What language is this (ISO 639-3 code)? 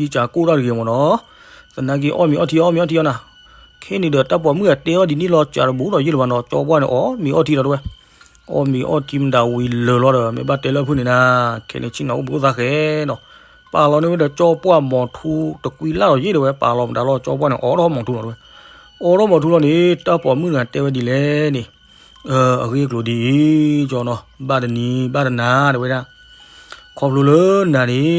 ksw